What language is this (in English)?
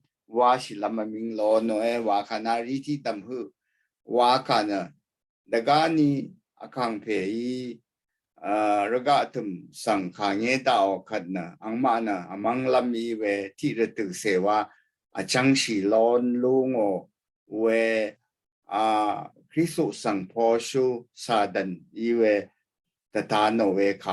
Rawang